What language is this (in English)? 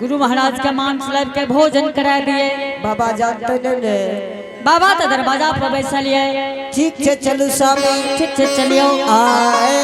Angika